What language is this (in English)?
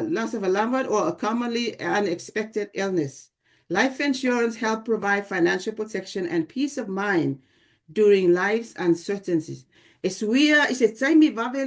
Samoan